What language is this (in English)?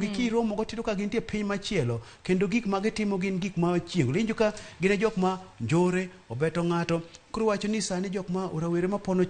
Luo (Kenya and Tanzania)